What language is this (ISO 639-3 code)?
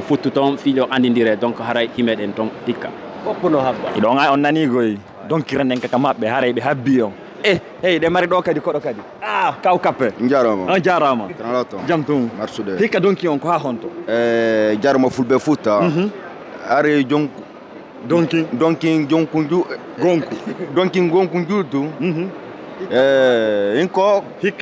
ful